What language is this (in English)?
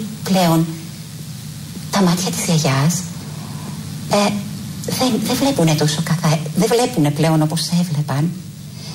Greek